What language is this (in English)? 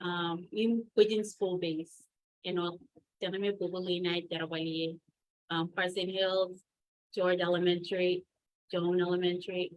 Marshallese